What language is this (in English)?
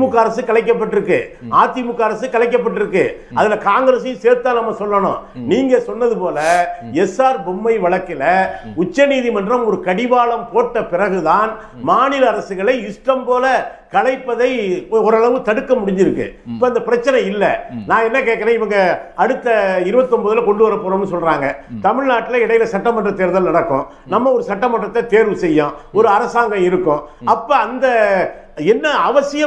Tamil